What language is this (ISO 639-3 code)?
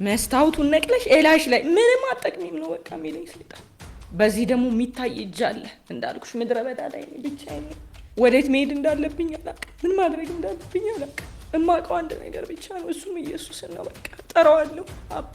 amh